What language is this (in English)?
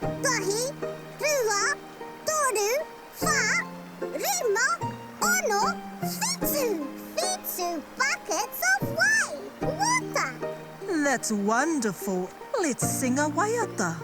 Māori